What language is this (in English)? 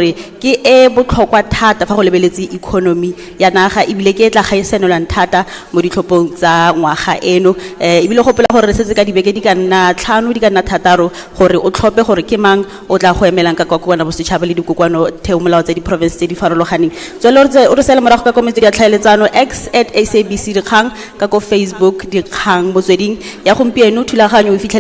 Tswana